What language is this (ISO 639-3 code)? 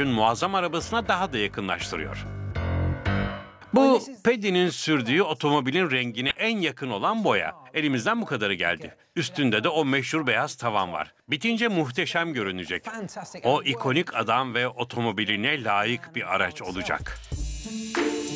tur